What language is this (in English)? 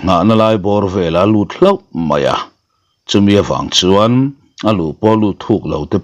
Mizo